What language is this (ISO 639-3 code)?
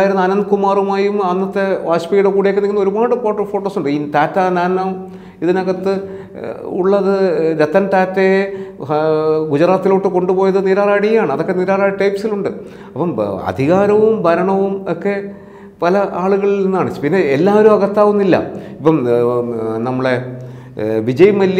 mal